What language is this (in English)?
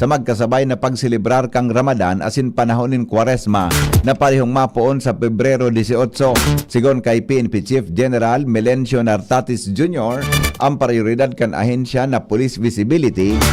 Bikol